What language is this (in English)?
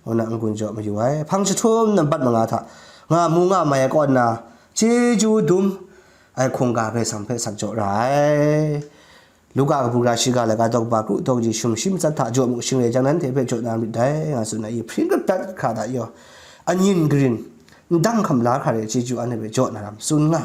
Kachin